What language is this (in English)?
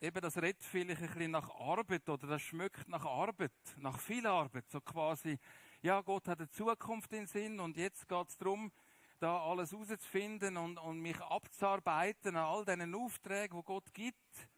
Swiss German